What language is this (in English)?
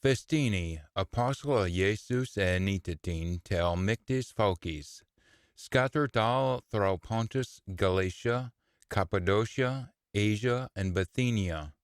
Scots